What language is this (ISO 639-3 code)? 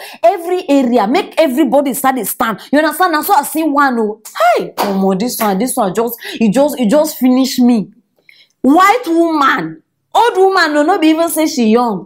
pcm